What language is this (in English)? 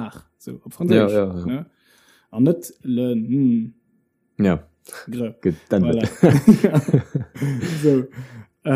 Luxembourgish